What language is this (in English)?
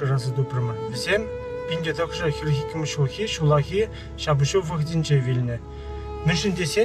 Chuvash